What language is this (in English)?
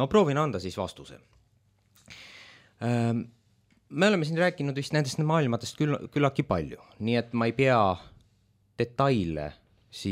Estonian